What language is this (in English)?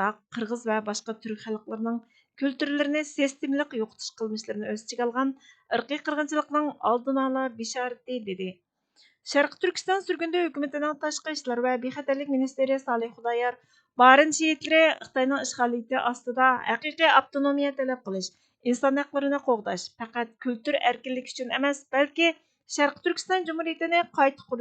Uyghur